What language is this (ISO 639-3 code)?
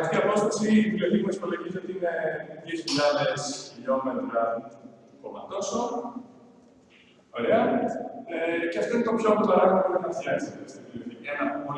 ell